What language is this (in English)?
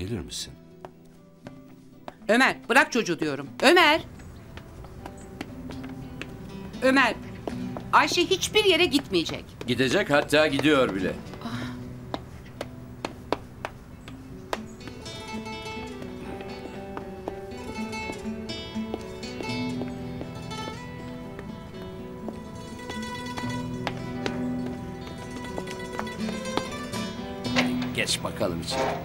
Turkish